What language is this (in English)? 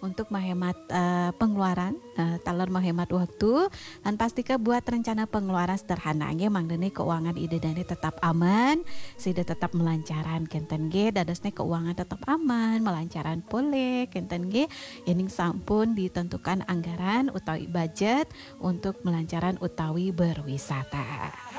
Balinese